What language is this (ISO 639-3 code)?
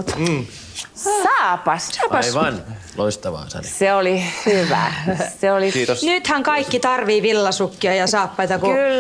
fin